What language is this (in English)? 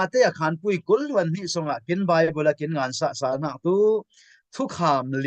Falam Chin